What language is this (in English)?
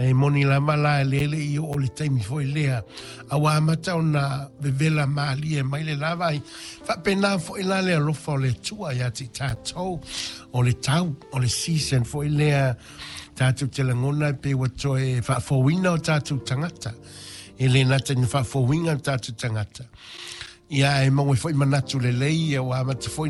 Samoan